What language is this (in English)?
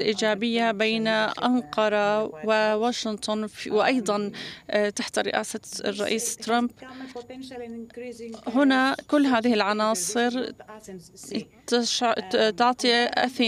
Arabic